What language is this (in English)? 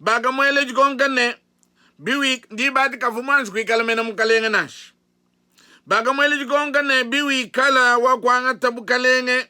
Luba-Lulua